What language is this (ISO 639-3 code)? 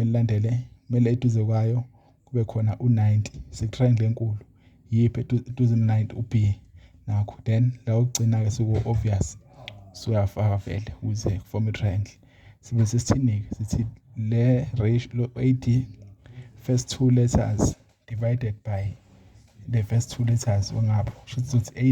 zul